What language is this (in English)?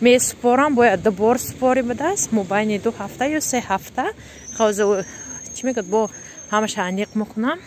Tajik